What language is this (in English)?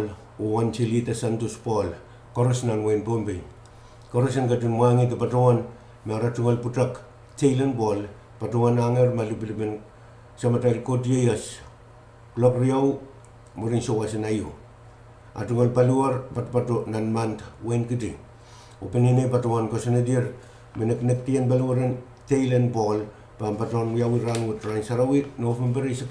Pohnpeian